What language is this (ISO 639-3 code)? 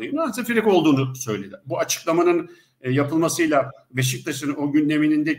tur